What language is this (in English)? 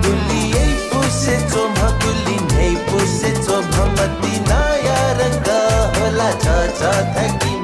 Newari